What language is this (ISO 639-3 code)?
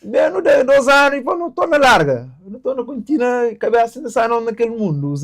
kea